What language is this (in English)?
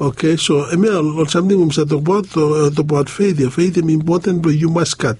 Bislama